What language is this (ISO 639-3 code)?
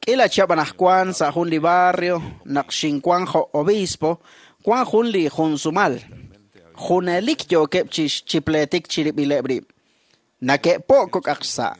kek